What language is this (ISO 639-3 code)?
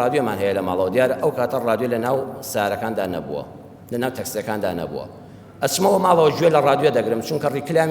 ckb